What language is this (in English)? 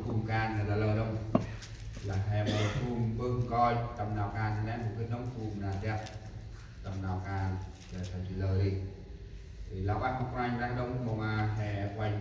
Central Mnong